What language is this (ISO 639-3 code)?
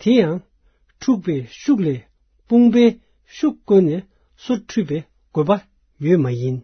bod